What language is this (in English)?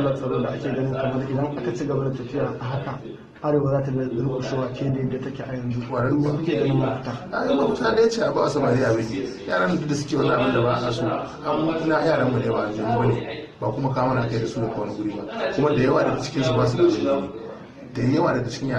Hausa